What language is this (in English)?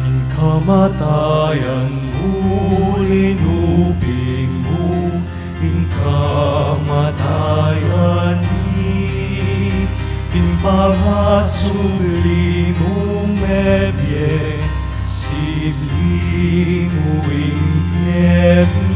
Pampanga